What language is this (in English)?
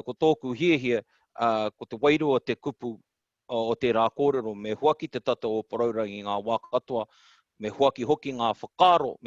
Māori